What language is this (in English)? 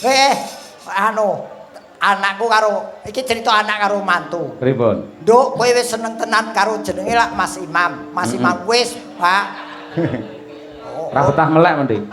Javanese